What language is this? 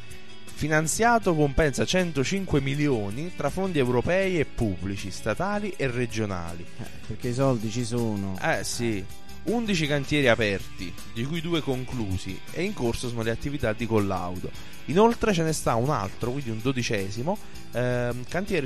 Italian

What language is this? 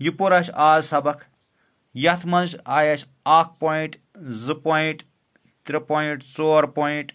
Kashmiri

